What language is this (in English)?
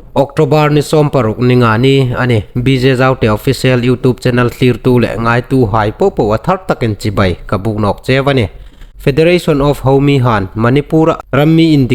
Hmar